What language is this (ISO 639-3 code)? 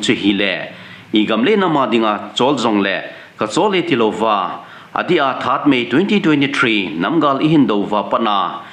tcz